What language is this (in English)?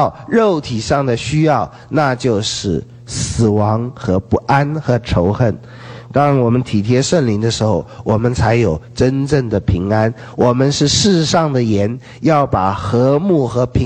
Chinese